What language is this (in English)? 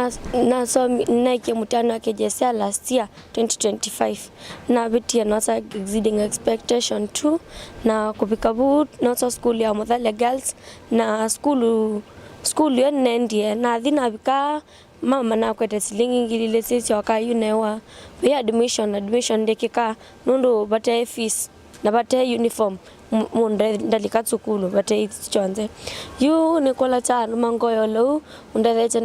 Kamba